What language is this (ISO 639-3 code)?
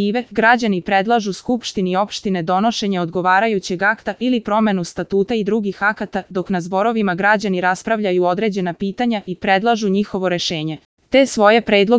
srp